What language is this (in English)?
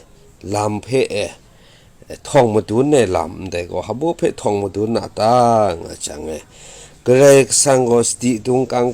Kachin